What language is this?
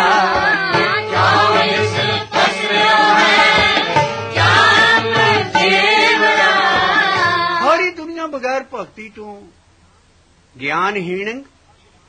Punjabi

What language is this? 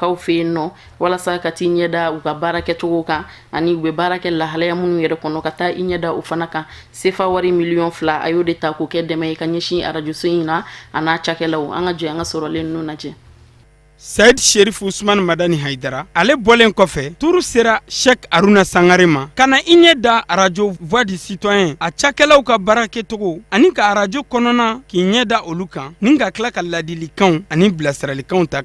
Bambara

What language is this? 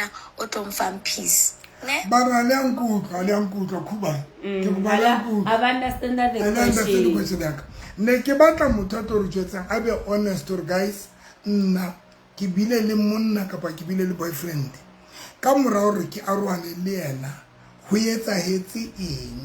Southern Sotho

